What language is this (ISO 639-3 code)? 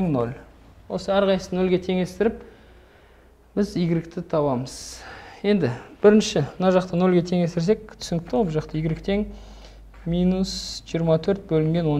kaz